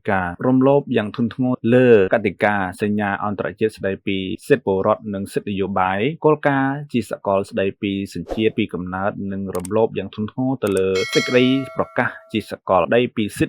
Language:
Khmer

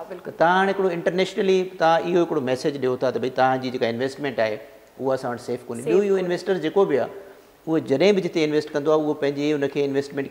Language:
Sindhi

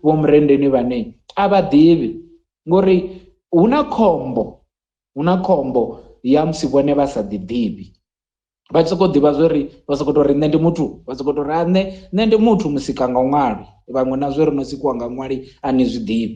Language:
Venda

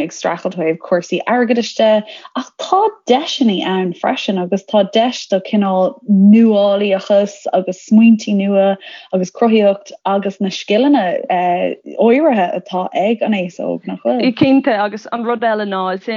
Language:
Irish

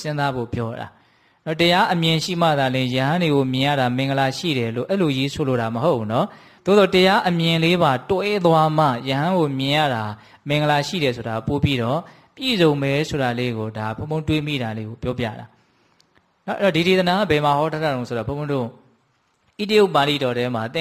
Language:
Burmese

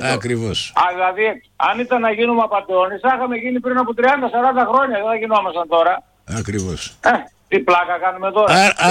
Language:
Greek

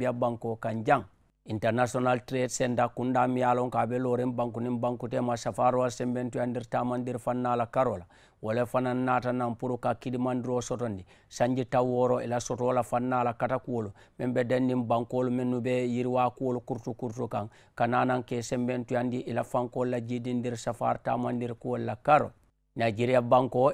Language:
Mandingo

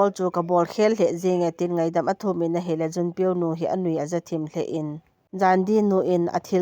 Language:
Thado Chin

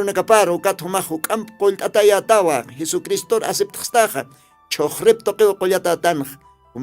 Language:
Aymara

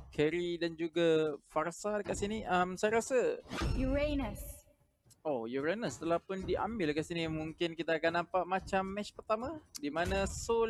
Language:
Malay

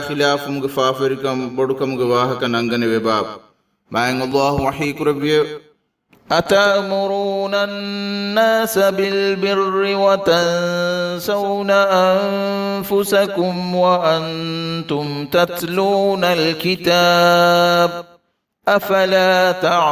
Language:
Divehi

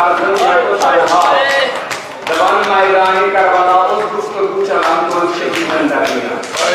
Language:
Kashmiri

